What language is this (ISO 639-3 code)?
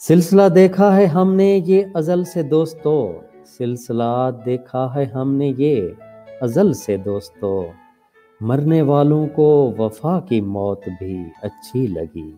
skr